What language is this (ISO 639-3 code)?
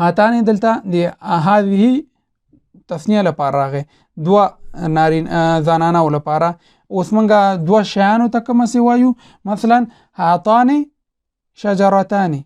pus